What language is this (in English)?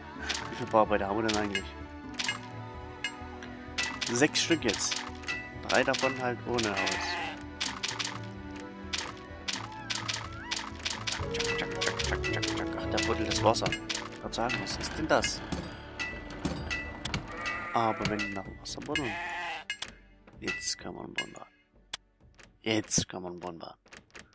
German